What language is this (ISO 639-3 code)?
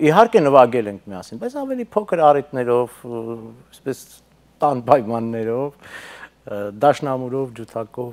hye